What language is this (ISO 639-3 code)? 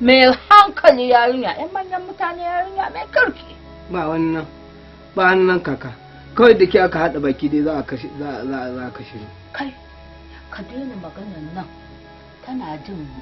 hau